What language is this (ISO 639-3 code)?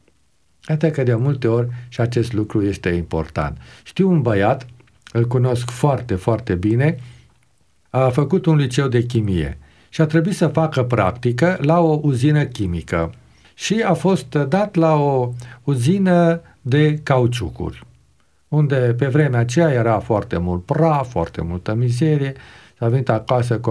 ron